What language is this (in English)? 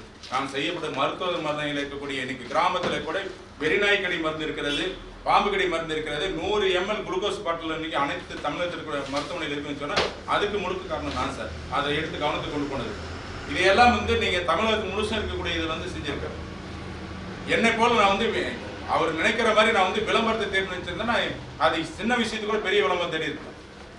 Tamil